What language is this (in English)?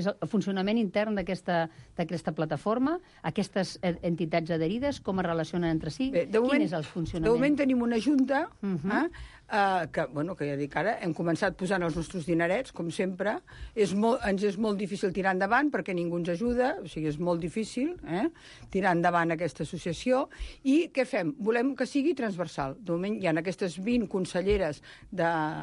Catalan